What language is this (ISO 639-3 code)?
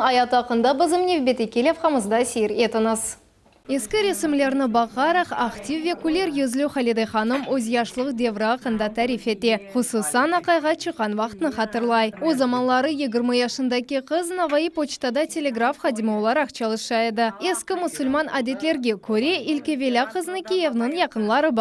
crh